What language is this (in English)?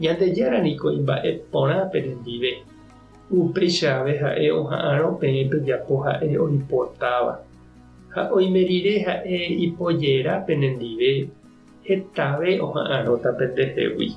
Guarani